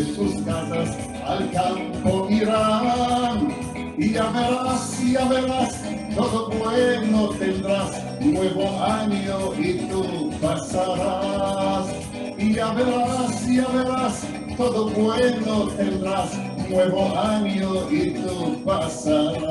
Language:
Ladino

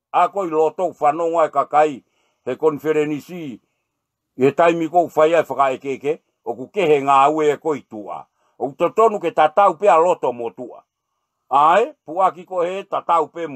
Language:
Tongan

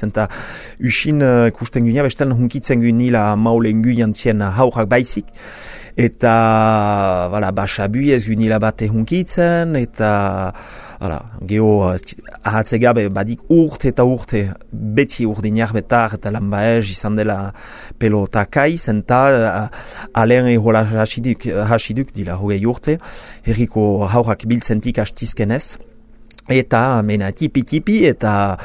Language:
Basque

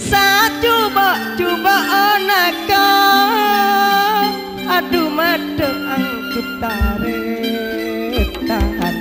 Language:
Madurese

